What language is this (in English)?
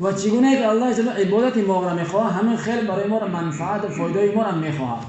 Tajik